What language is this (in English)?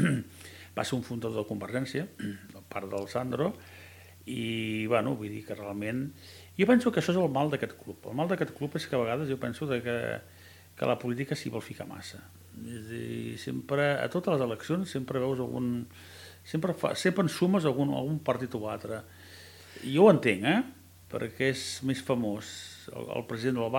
Catalan